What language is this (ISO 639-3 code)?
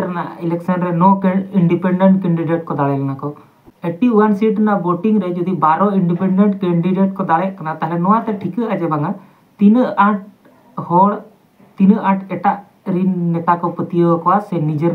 sat